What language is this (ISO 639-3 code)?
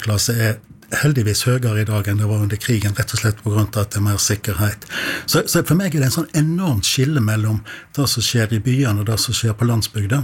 nor